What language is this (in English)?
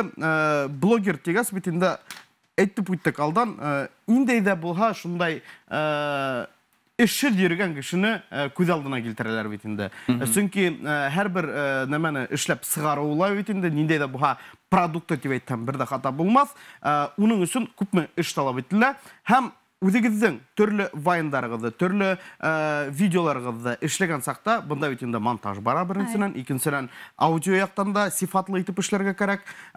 Bashkir